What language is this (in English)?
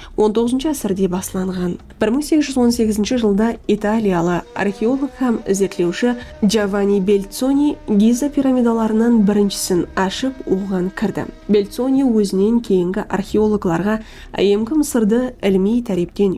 Kara-Kalpak